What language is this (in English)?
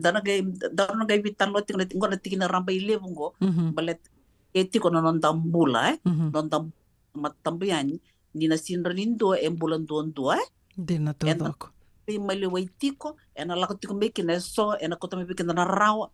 Fijian